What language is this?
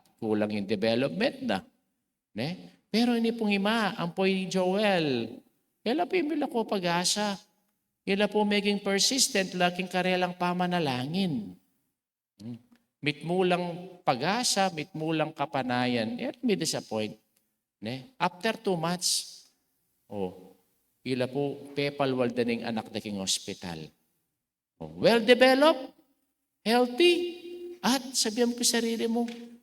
Pampanga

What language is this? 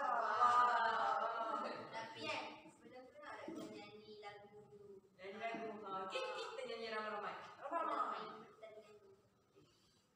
Malay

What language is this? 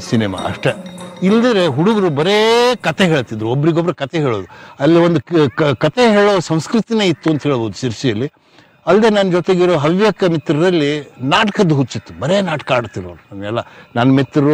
Kannada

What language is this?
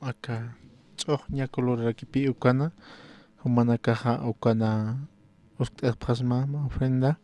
Aymara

